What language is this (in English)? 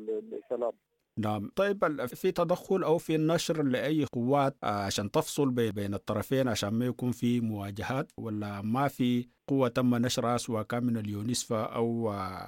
Sudanese Arabic